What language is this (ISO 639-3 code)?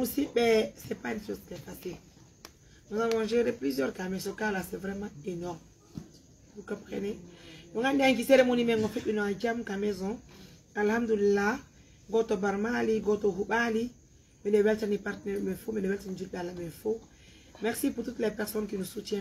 fuf